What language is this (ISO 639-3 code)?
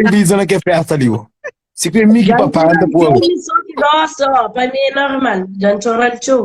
kea